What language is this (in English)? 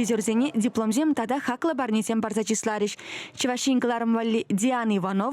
Chuvash